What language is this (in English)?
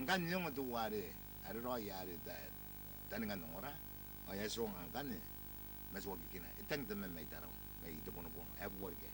Gilbertese